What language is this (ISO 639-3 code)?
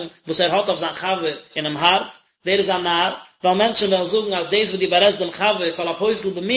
yid